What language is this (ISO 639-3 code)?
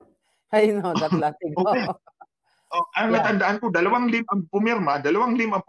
fil